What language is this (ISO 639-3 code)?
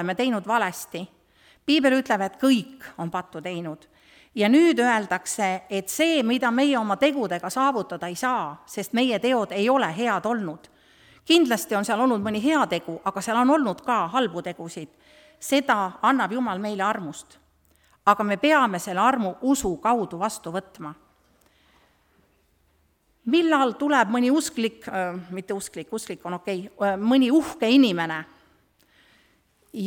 est